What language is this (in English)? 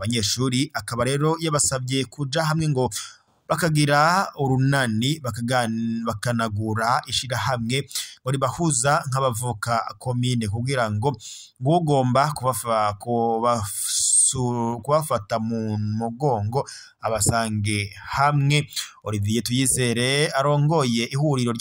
Rundi